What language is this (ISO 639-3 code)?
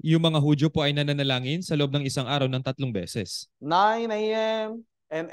fil